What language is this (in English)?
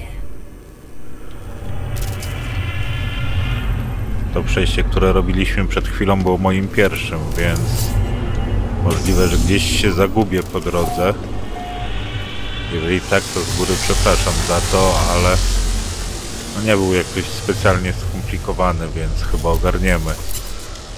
Polish